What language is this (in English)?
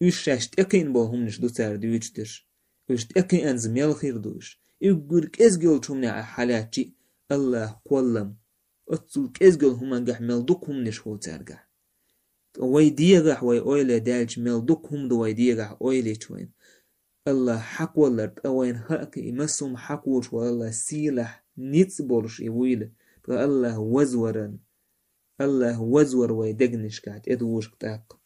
Chechen